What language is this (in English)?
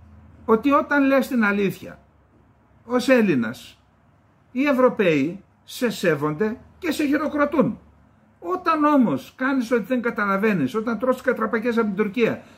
Greek